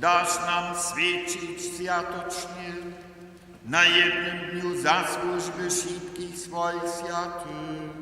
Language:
Upper Sorbian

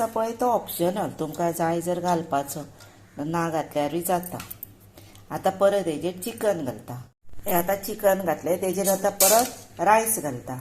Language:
Konkani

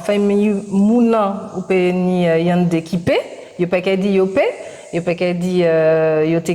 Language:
Guadeloupean Creole French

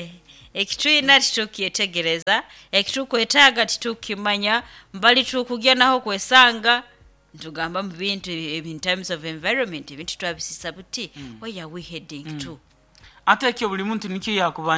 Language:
Nyoro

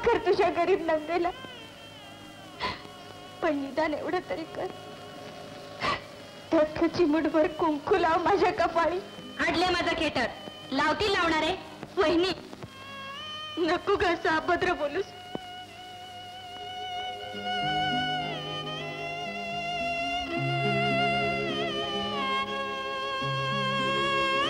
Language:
Marathi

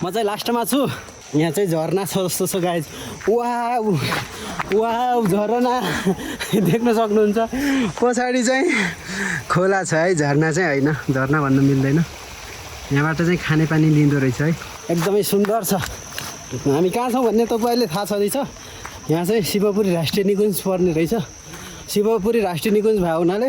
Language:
Nepali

